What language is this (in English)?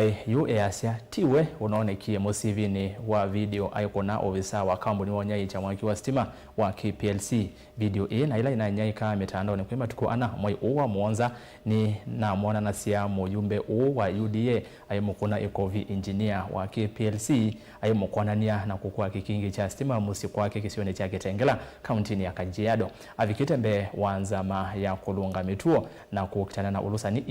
Kamba